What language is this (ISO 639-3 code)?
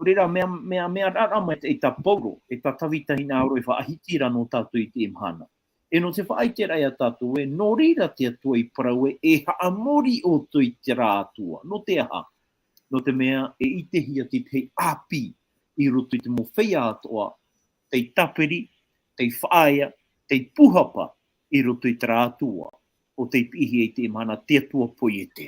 tah